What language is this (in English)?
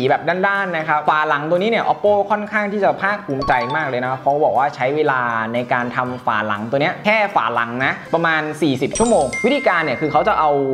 Thai